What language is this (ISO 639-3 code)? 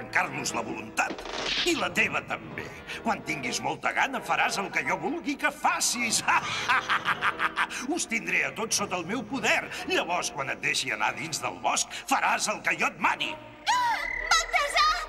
cat